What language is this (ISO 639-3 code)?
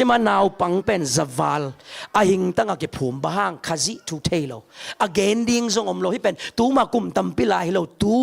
ctd